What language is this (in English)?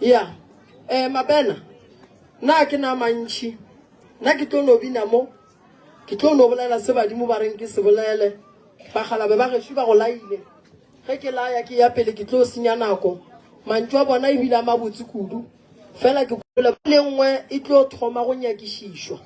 Northern Sotho